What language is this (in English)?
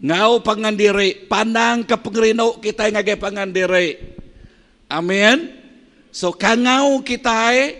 Iban